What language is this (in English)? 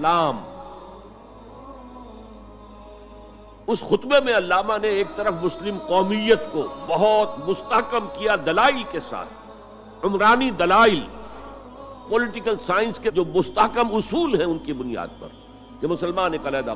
Urdu